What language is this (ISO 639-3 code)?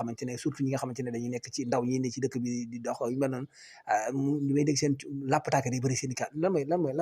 wol